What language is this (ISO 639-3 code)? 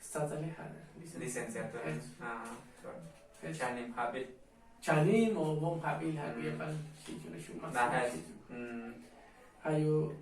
tzo